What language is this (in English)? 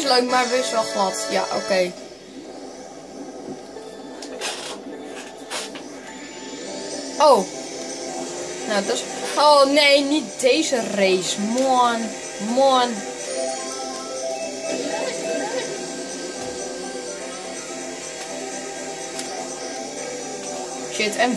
Dutch